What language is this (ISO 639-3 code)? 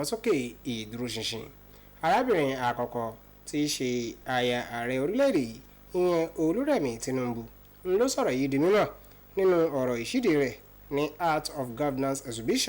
yor